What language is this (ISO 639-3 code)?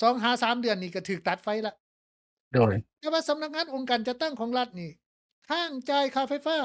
lao